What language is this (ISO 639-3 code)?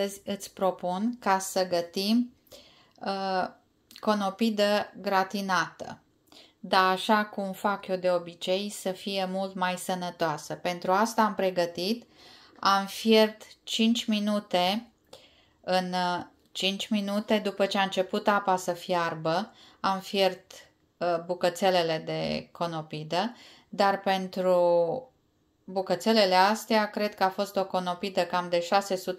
ron